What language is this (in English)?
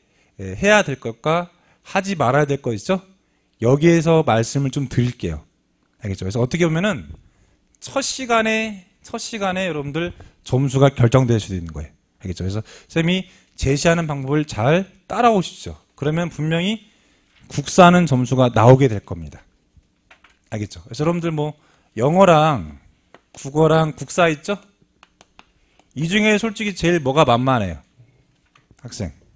Korean